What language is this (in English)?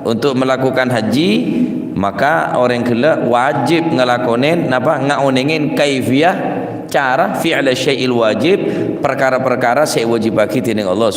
Madurese